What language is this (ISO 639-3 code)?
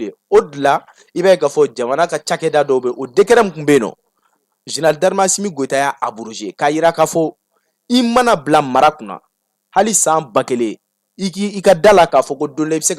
bam